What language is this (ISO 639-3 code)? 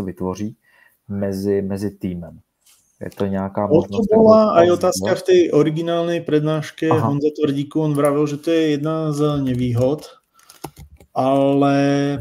slk